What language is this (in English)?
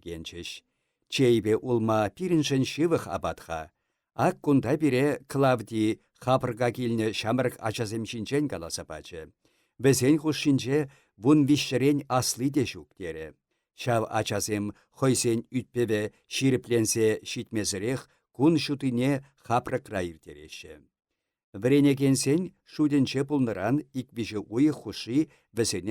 Chuvash